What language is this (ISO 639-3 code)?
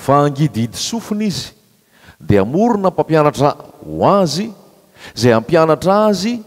mlg